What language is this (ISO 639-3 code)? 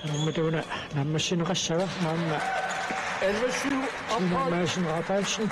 kal